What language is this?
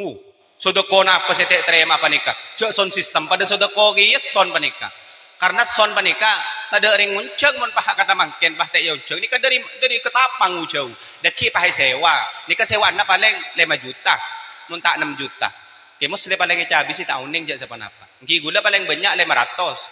Madurese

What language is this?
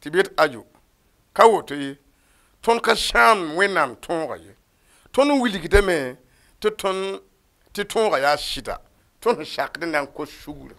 Mossi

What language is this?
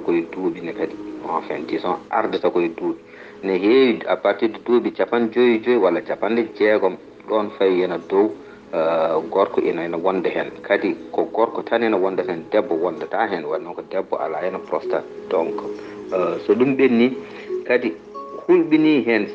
Fula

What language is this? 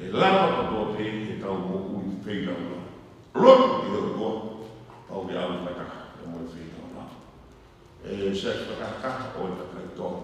Tongan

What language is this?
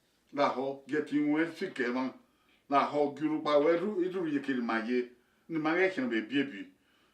Bini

